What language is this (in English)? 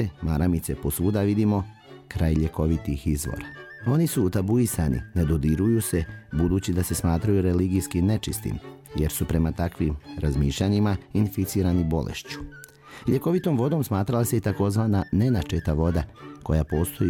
Serbian